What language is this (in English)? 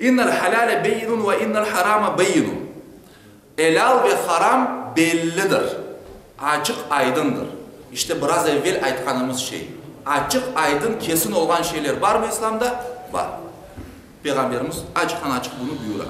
Crimean Tatar